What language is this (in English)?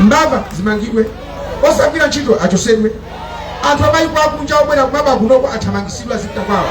Nyanja